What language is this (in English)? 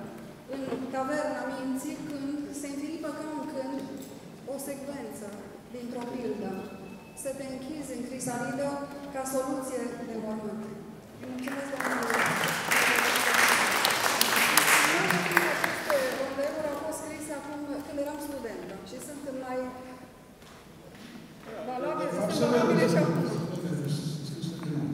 Romanian